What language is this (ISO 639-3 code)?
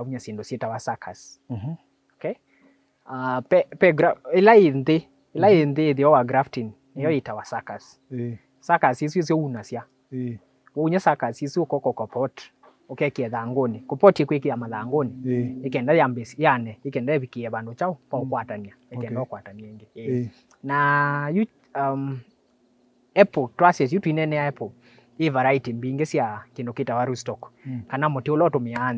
kam